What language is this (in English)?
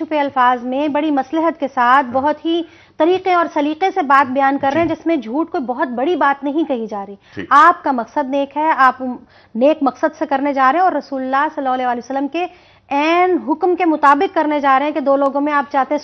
Urdu